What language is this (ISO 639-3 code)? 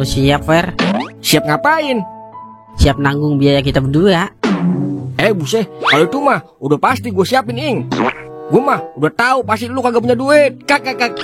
bew